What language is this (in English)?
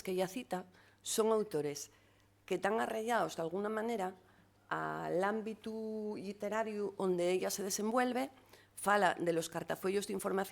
Asturian